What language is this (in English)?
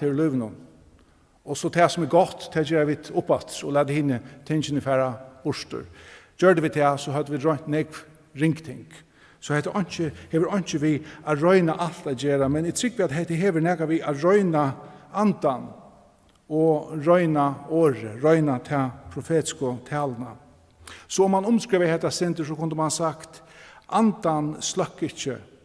Faroese